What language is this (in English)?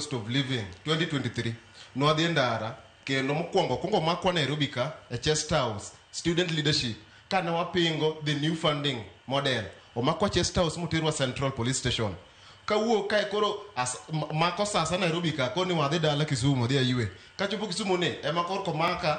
Luo (Kenya and Tanzania)